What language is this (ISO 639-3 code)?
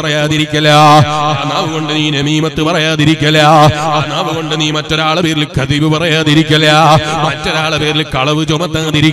mal